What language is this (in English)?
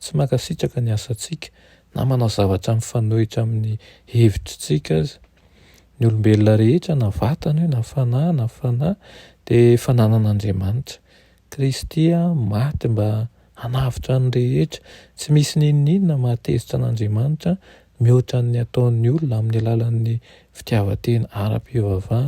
Malagasy